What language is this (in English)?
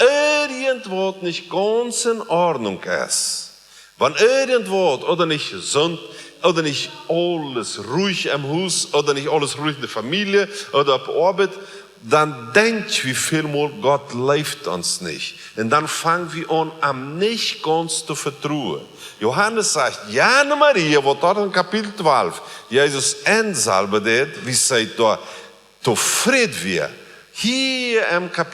Plautdietsch